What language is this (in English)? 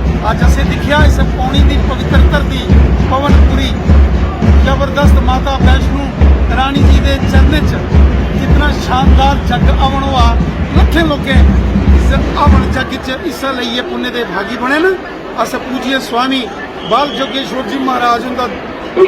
Dogri